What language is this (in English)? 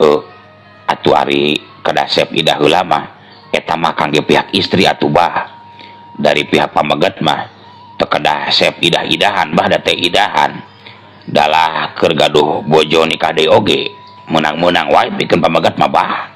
Sundanese